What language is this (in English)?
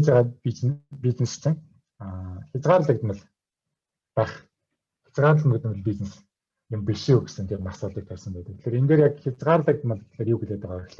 Mongolian